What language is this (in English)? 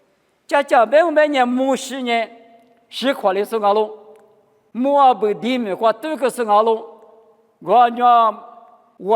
Lisu